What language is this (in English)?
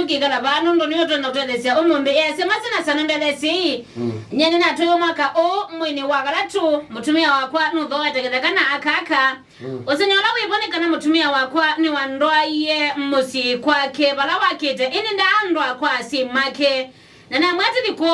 Kamba